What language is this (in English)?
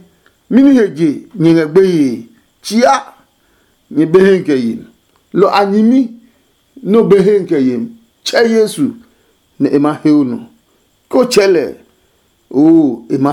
Adangme